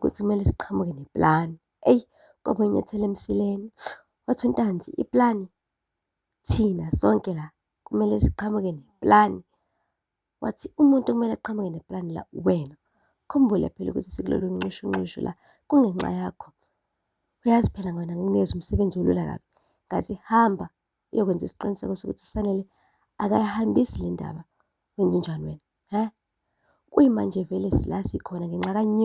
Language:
Zulu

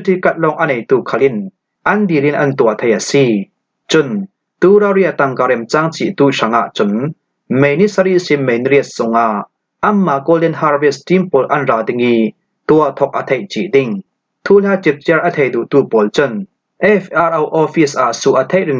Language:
Falam Chin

